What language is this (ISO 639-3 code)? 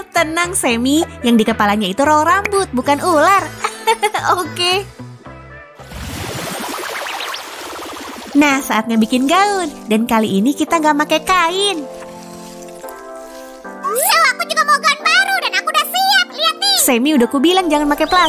ind